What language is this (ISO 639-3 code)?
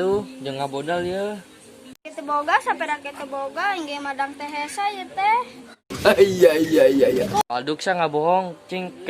sun